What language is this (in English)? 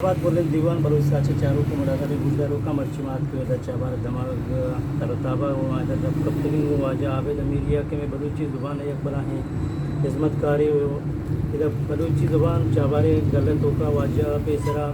Eastern Balochi